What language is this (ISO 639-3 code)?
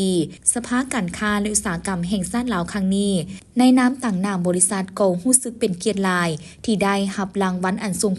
lao